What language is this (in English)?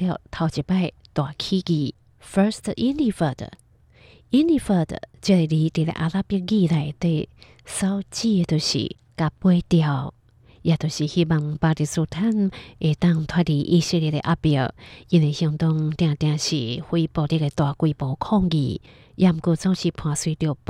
Hakka Chinese